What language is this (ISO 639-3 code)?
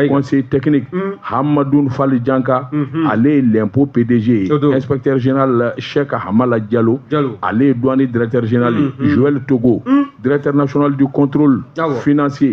bam